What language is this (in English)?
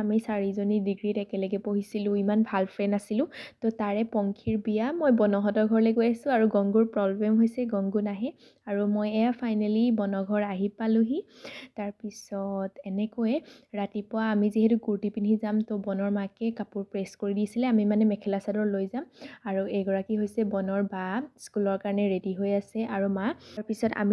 Assamese